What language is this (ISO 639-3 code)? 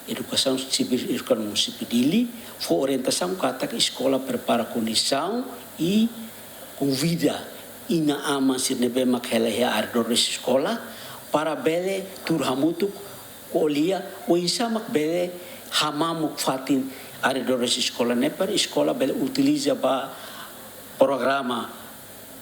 tet